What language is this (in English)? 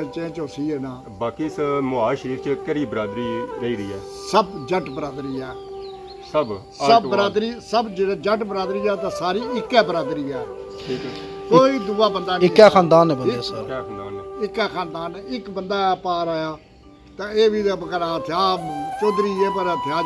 Pahari-Potwari